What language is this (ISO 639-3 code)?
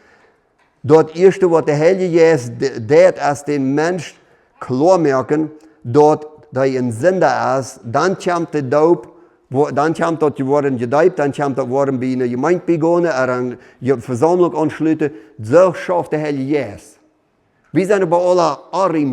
pdt